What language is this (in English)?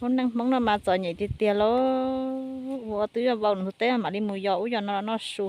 Hmong